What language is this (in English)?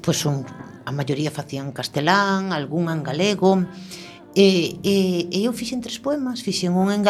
Galician